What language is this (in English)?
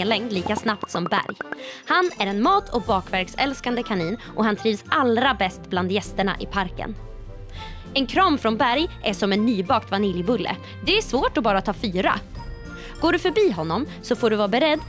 Swedish